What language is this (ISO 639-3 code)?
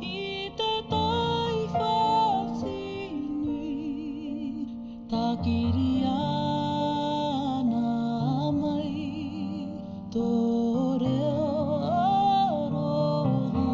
mri